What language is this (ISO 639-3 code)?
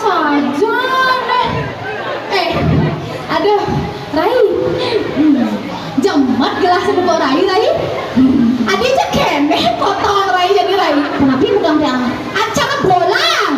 ban